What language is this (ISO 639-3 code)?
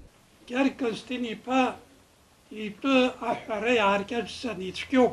abk